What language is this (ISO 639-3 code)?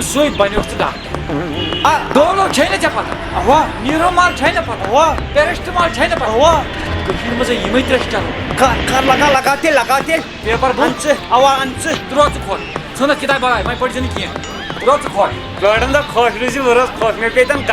kas